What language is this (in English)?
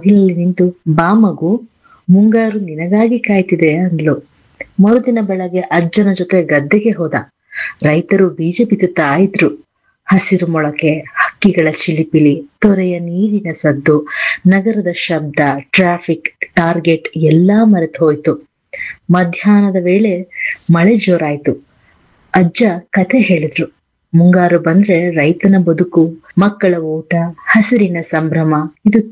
Kannada